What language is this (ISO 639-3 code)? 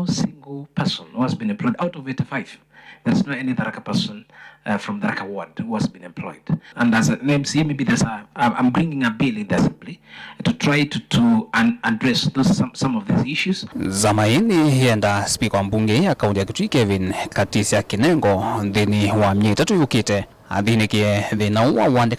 kam